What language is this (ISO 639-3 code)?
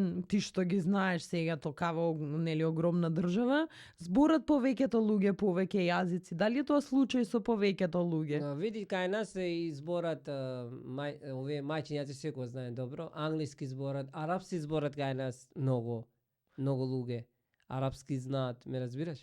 mkd